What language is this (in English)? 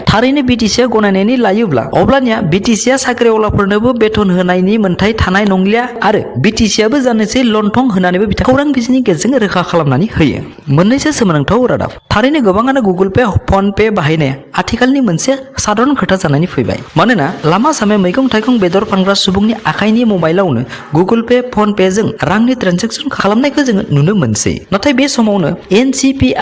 Bodo